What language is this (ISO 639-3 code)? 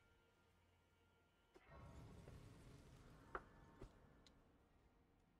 pol